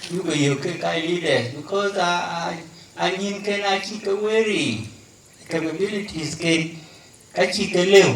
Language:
Dinka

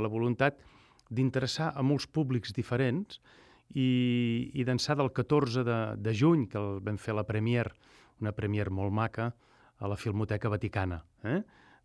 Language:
Catalan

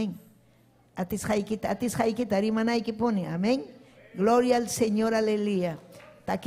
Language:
Ayacucho Quechua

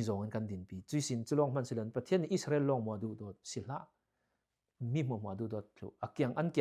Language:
Falam Chin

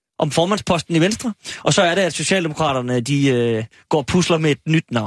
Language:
Danish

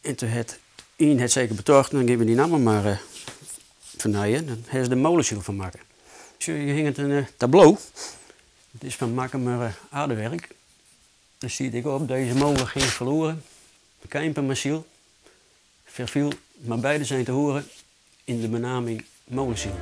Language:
Western Frisian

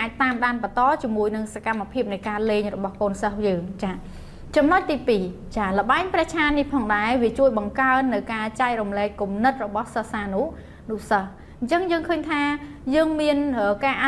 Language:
Khmer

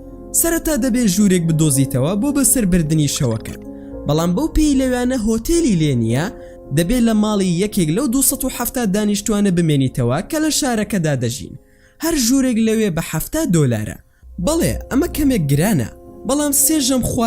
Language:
Central Kurdish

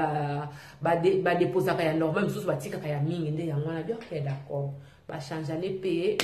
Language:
Lingala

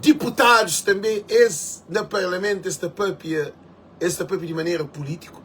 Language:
Kabuverdianu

